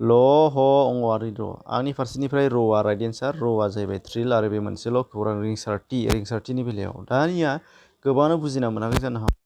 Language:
Bodo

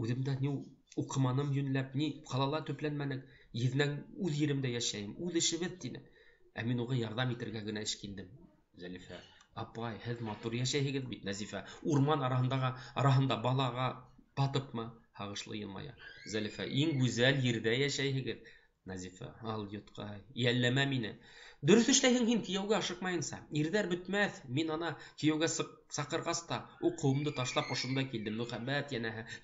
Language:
Bashkir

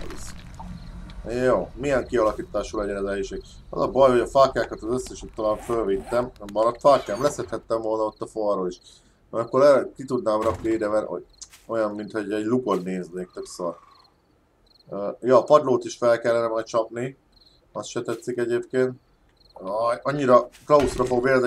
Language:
Hungarian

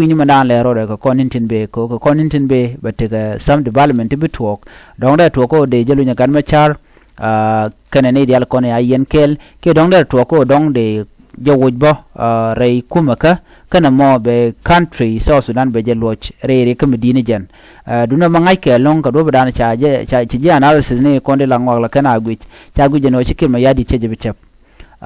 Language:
Nuer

